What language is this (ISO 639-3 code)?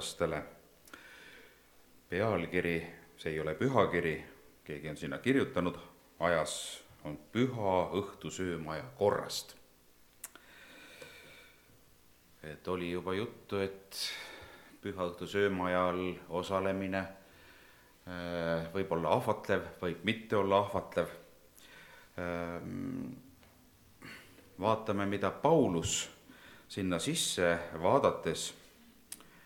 est